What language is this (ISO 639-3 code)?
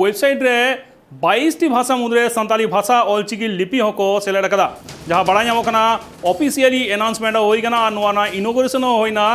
sat